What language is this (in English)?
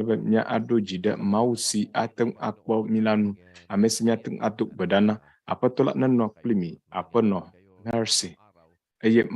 Ewe